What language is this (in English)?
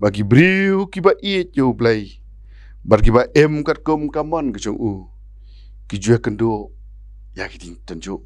Khasi